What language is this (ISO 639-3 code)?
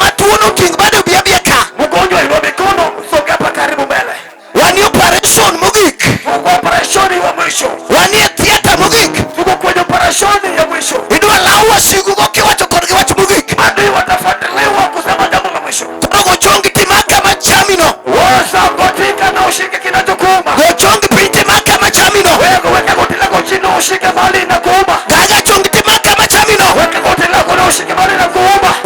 luo